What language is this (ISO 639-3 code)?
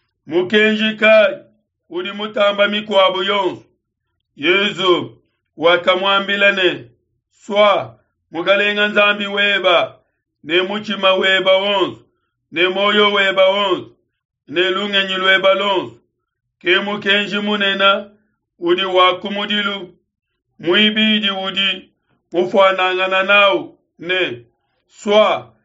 lua